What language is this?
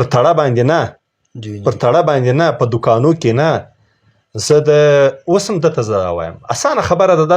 Pashto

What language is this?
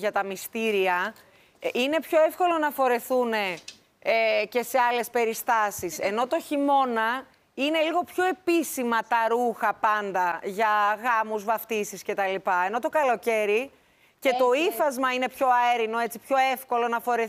Greek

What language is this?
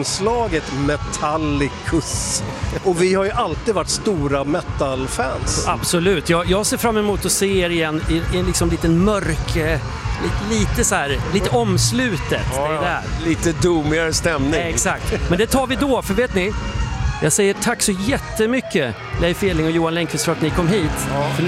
Swedish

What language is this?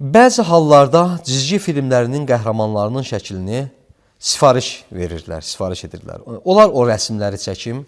Azerbaijani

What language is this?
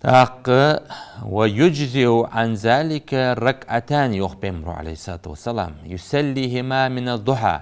Ingush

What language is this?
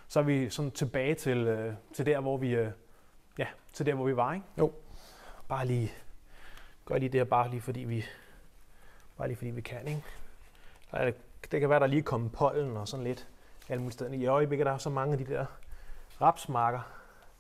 Danish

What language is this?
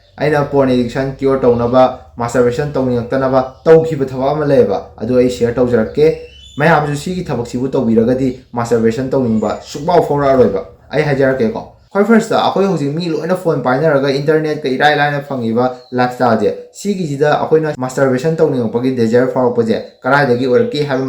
Manipuri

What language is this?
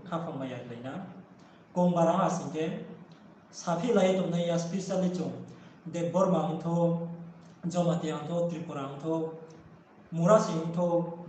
Riang (India)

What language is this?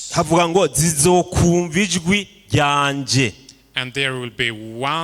Rundi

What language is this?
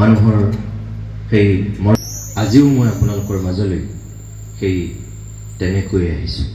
Assamese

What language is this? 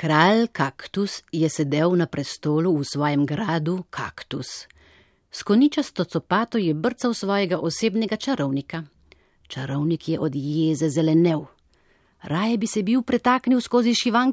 Slovenian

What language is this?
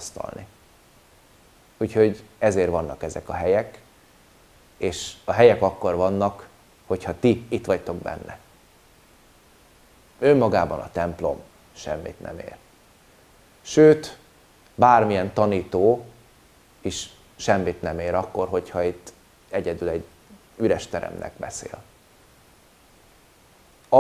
Hungarian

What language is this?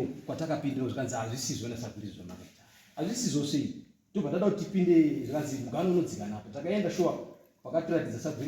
Shona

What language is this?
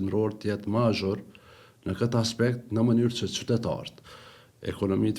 Albanian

